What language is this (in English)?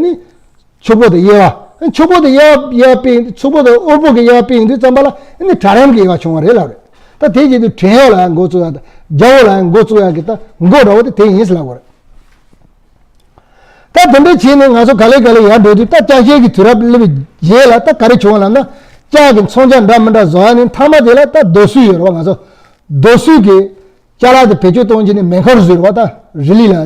Tibetan